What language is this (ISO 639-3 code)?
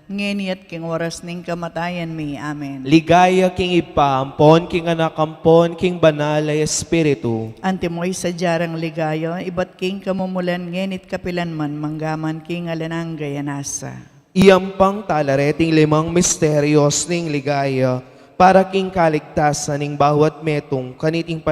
pam